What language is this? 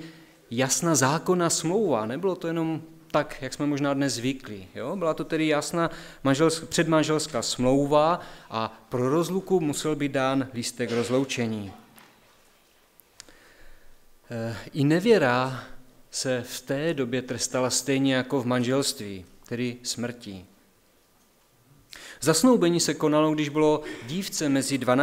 Czech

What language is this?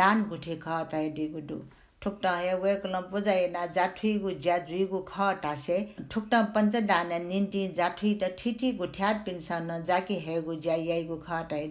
Newari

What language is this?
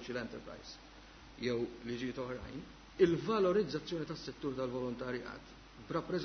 Maltese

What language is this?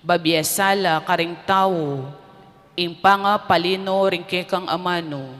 Pampanga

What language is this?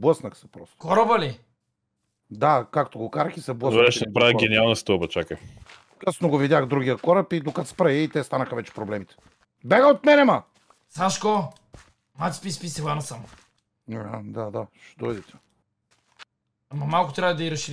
Bulgarian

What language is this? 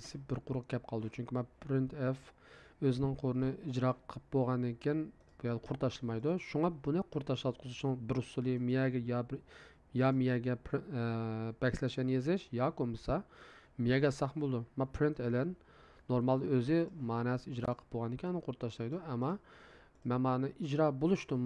Uyghur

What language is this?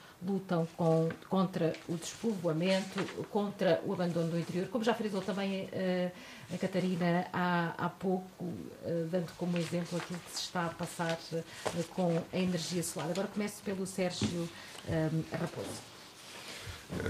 Portuguese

